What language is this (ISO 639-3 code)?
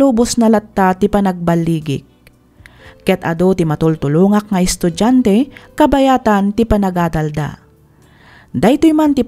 ilo